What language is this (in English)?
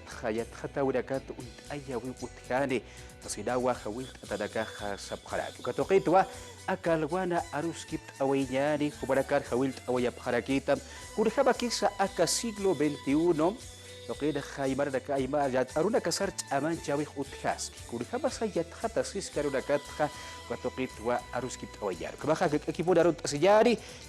Aymara